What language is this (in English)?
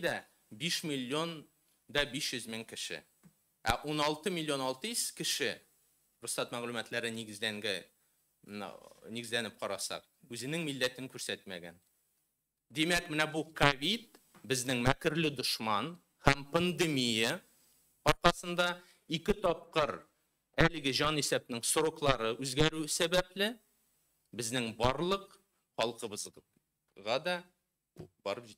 Tatar